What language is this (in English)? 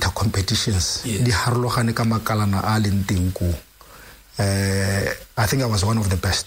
Tswana